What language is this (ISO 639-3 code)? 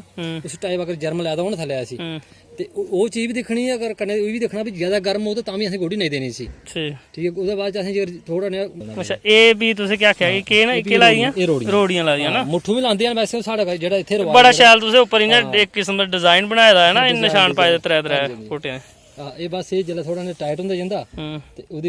doi